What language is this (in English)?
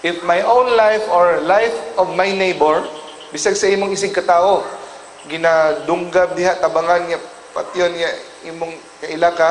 Cebuano